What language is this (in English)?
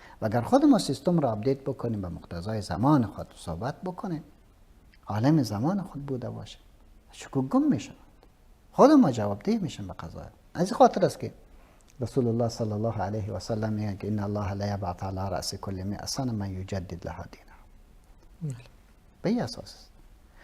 Persian